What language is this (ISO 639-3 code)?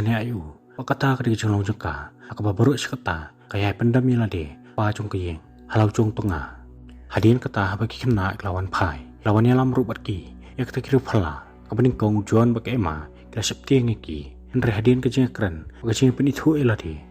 kha